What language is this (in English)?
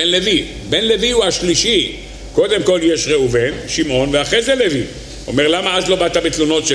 Hebrew